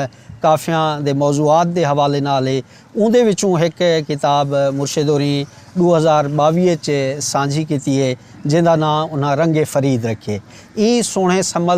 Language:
Saraiki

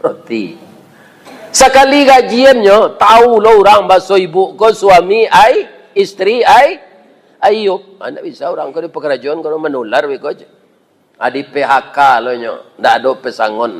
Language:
Minangkabau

